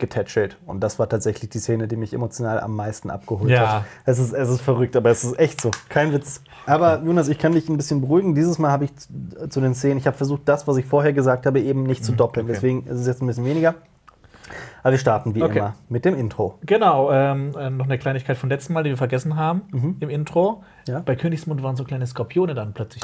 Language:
German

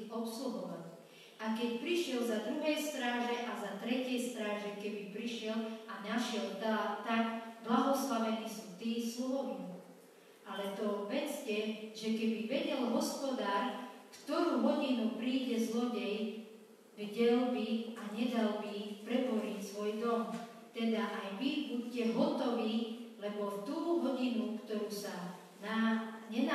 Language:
Slovak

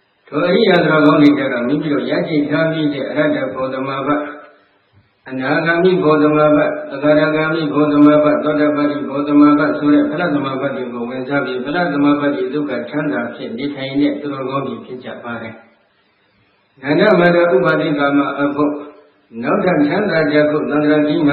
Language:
Burmese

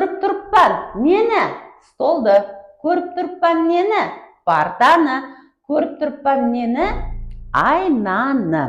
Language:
Kara-Kalpak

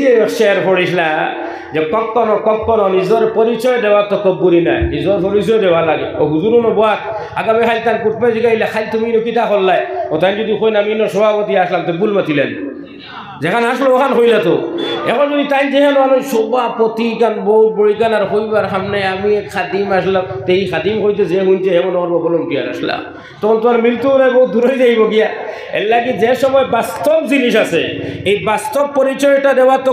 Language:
Sylheti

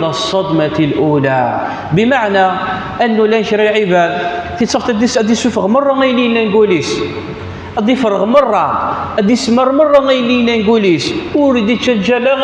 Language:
Kabyle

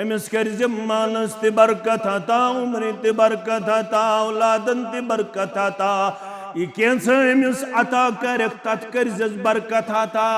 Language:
Kashmiri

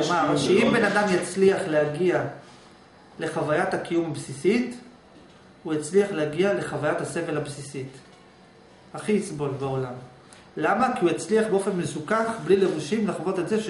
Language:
Hebrew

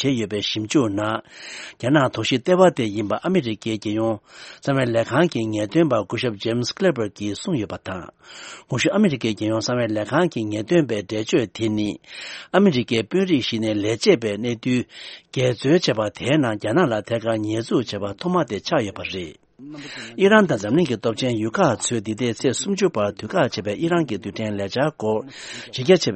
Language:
Tibetan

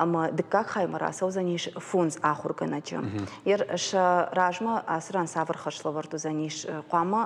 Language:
Ossetic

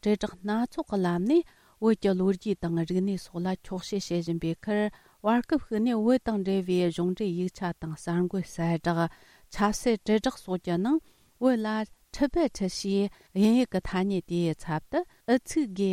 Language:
Tibetan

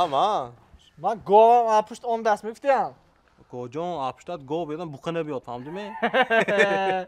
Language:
Tajik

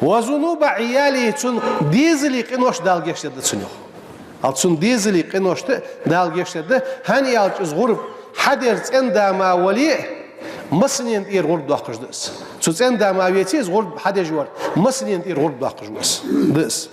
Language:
Ingush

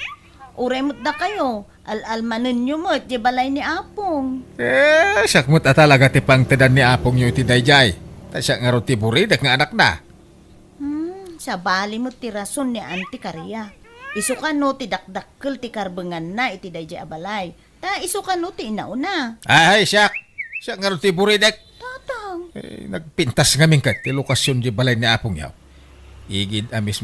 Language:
Iloko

